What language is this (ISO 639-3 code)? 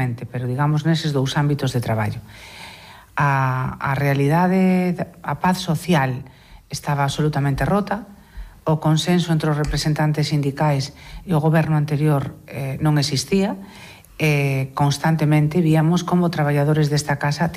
glg